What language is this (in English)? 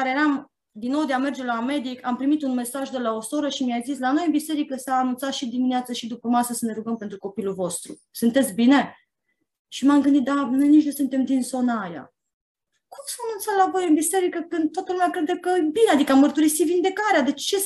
Romanian